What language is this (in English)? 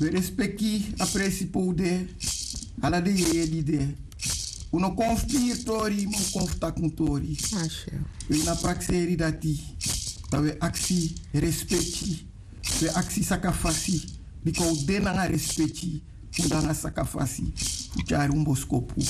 Sranan Tongo